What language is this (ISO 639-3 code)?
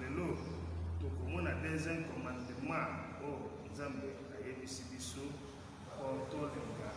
lin